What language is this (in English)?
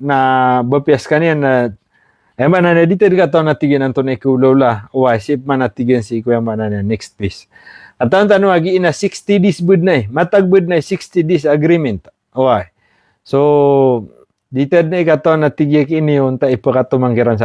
Maranao